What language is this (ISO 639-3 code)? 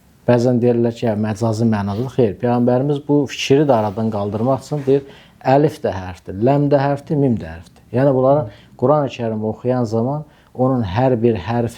aze